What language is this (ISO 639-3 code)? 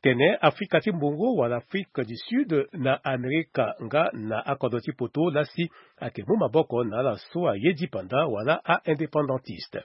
sag